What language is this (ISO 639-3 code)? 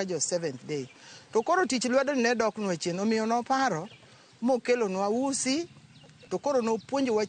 luo